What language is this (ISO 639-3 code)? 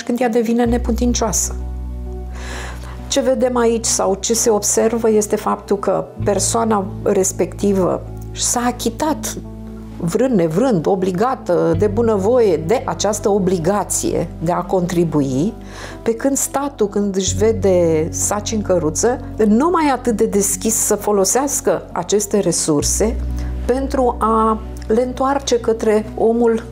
ron